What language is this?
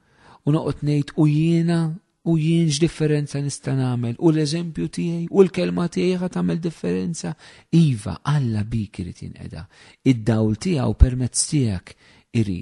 Maltese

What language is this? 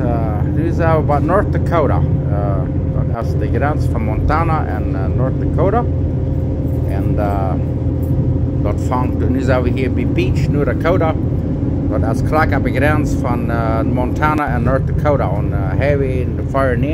Plautdietsch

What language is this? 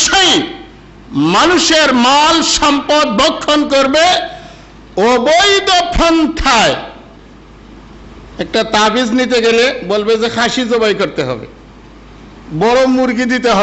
Bangla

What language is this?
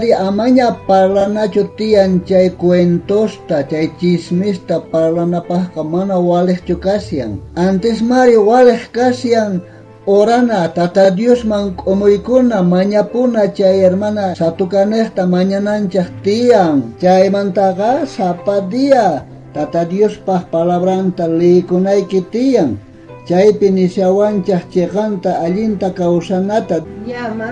South Bolivian Quechua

